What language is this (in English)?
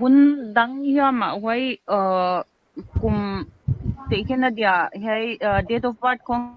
Paite Chin